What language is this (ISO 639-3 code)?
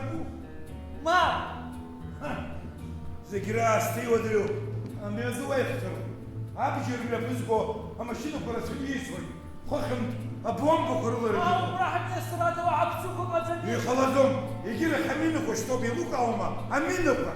abk